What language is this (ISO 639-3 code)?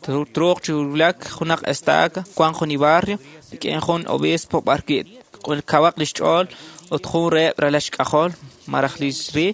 kek